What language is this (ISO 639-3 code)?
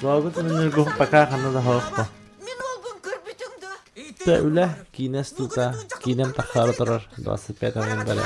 sah